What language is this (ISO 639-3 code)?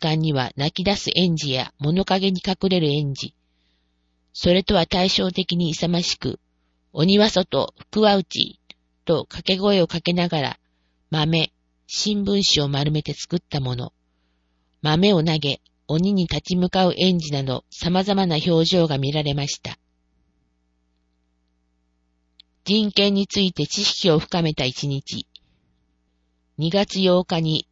jpn